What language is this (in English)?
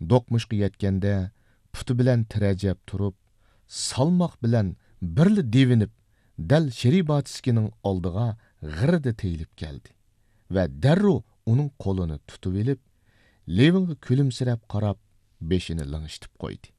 Uyghur